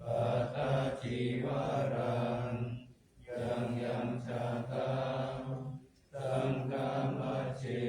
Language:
Pali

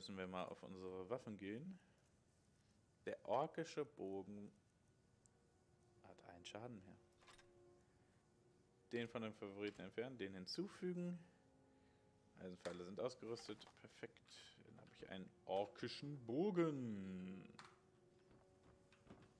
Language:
German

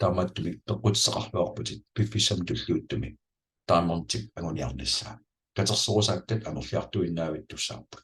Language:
Kalaallisut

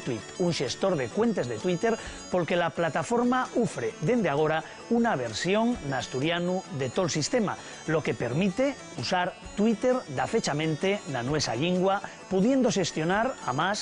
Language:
Asturian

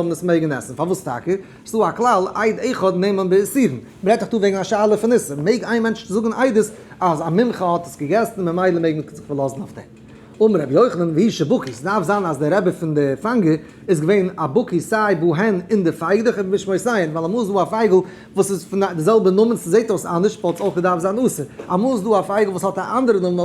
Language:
Yiddish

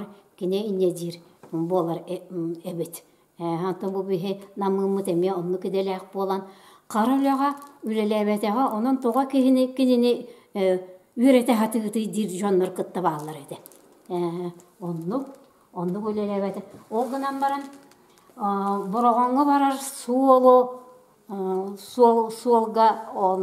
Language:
Yakut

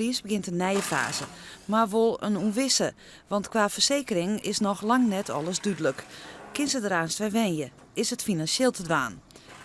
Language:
Western Frisian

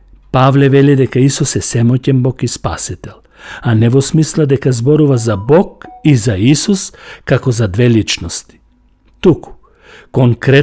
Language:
Macedonian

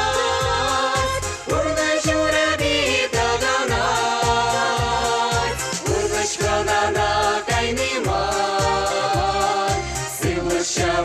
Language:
Chuvash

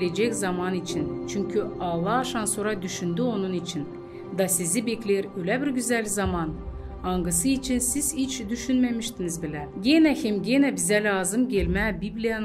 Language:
Gagauz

